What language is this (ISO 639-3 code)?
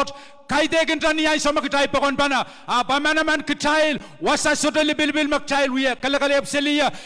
pon